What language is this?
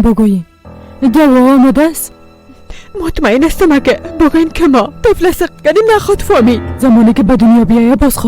Persian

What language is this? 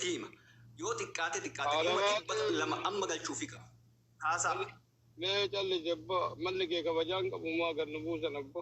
Oromo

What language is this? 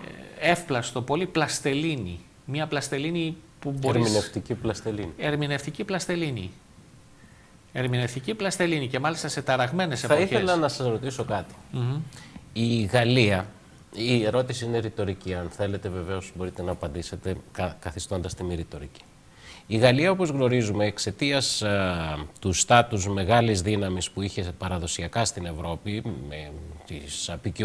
Greek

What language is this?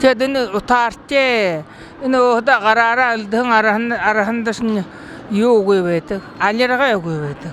Buriat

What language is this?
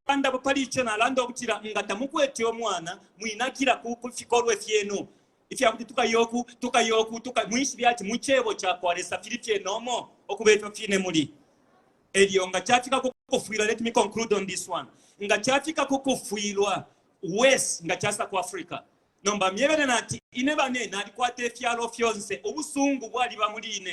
Bemba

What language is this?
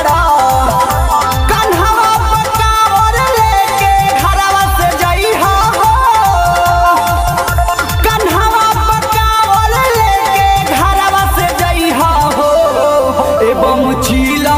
Bhojpuri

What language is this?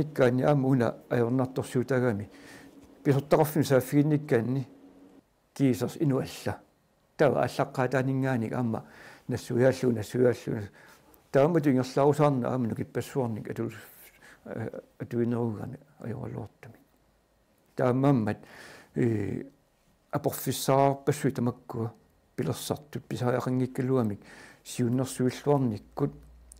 Kalaallisut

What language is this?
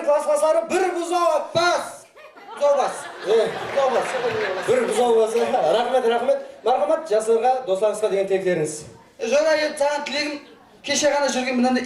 Kara-Kalpak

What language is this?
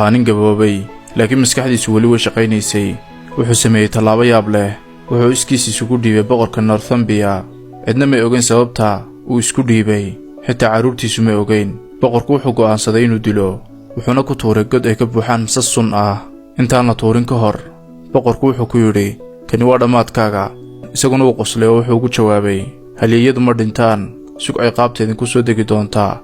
Somali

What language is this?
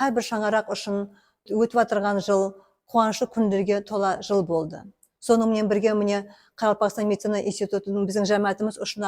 Kara-Kalpak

